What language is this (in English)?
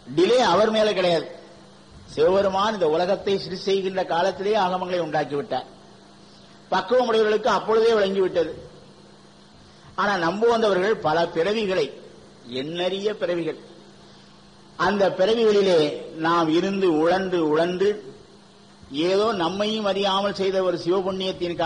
Tamil